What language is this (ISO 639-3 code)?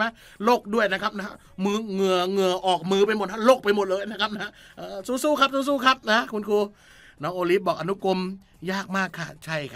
tha